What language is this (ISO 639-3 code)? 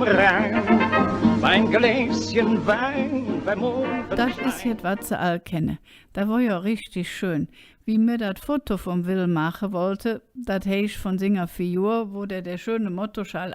ksh